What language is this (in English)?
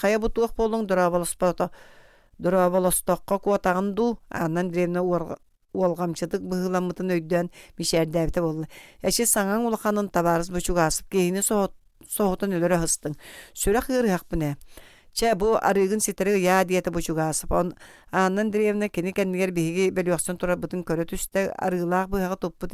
Yakut